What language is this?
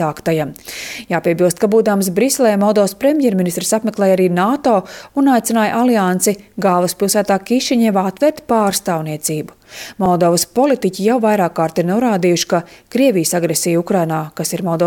Latvian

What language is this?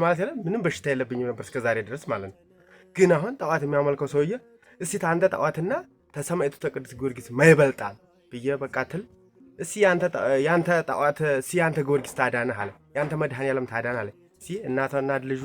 Amharic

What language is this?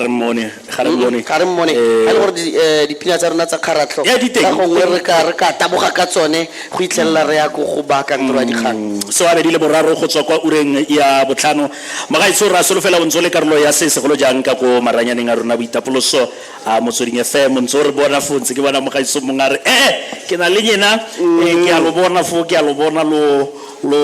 Tswana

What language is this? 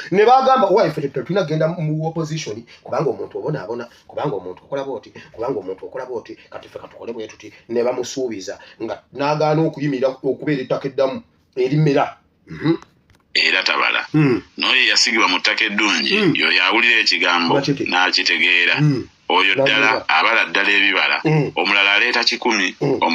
Ganda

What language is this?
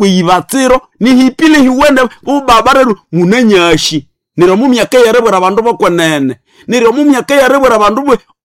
Nande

